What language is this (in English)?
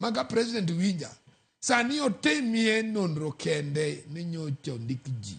Luo (Kenya and Tanzania)